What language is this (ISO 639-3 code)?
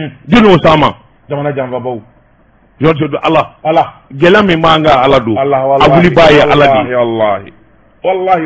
bam